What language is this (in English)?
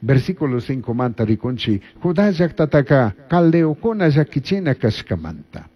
Chimborazo Highland Quichua